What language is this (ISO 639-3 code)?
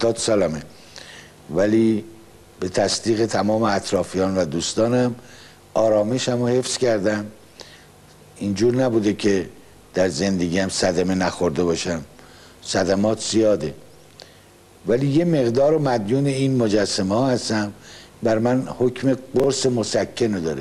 fas